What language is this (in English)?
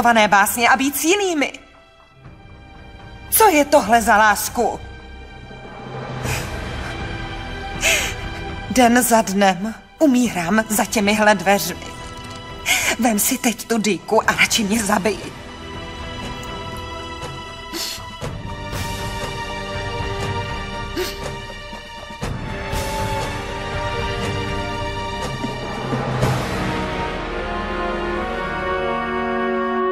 Czech